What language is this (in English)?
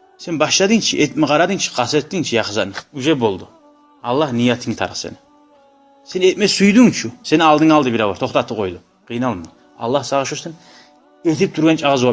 Kumyk